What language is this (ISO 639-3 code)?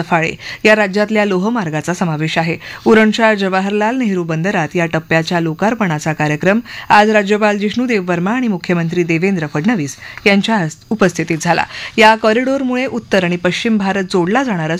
mar